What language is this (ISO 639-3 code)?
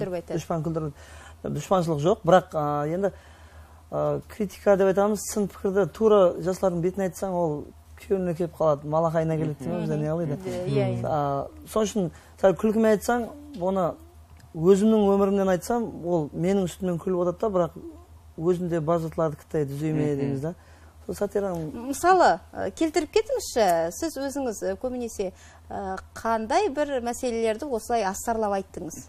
kaa